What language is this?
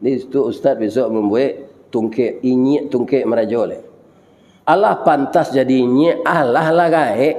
Minangkabau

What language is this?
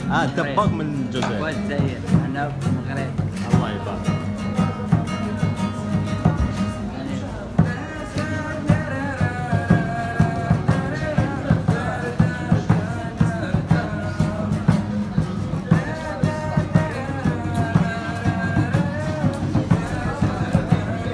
Algerian Arabic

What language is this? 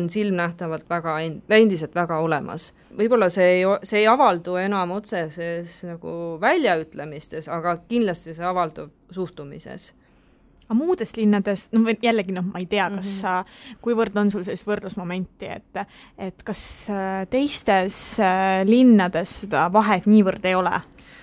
Estonian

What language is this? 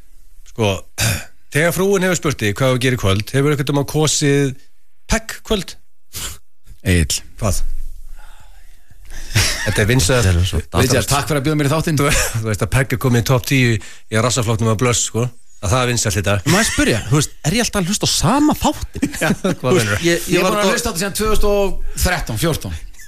Icelandic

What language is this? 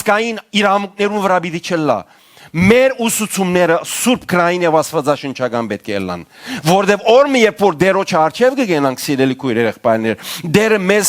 Western Armenian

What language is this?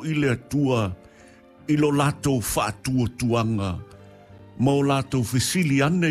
Samoan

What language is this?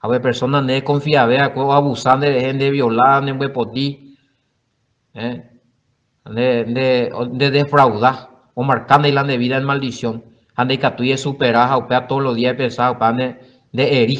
Guarani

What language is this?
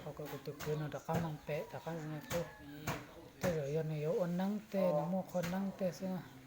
Hmong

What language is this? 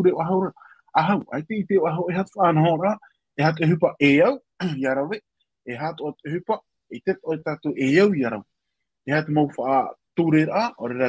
Tahitian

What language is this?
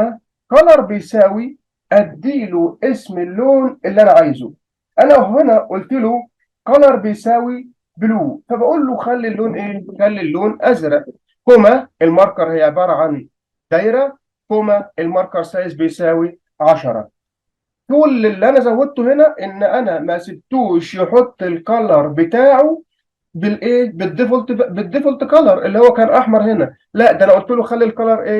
Egyptian Arabic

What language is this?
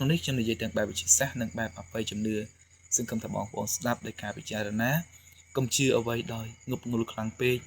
Khmer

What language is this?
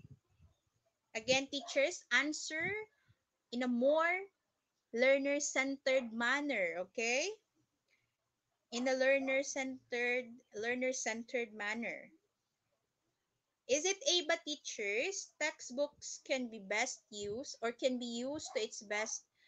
Filipino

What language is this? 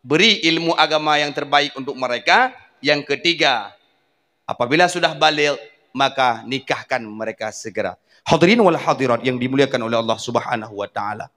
Achinese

